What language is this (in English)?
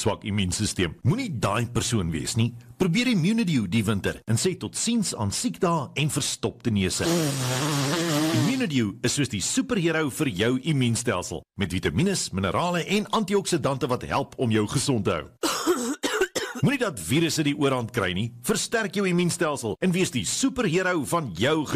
Afrikaans